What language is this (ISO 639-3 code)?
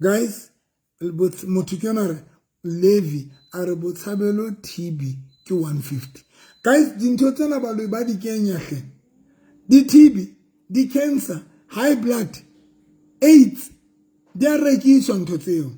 sot